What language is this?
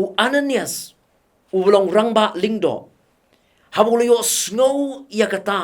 Khasi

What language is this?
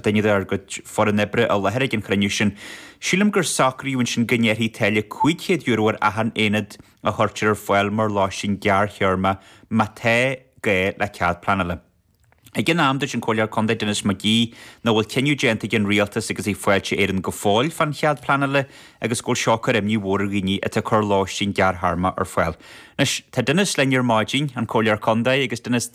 Irish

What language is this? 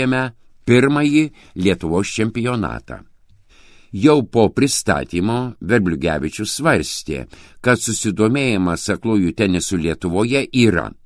Lithuanian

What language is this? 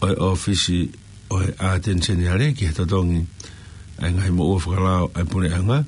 Tongan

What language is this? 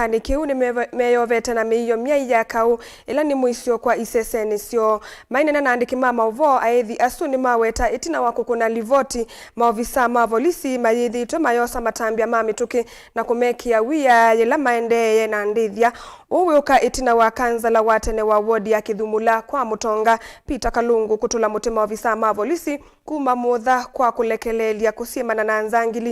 Kamba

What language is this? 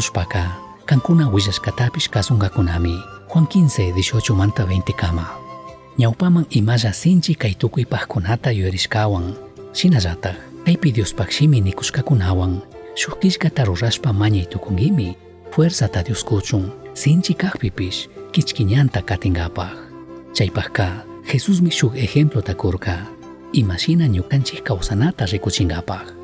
Chimborazo Highland Quichua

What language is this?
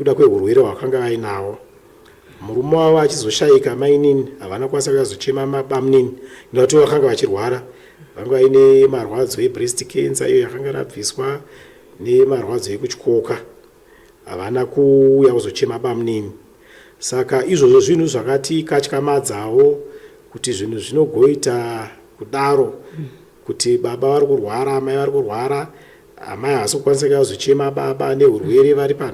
Shona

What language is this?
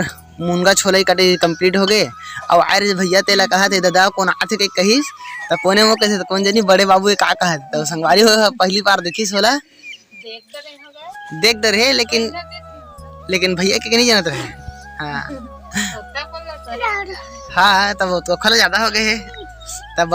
Chhattisgarhi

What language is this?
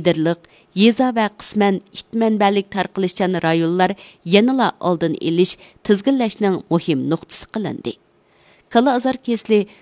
Uyghur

